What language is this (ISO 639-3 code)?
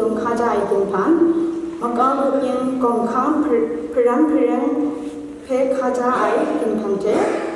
kac